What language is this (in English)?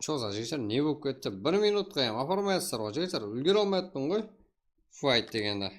Kara-Kalpak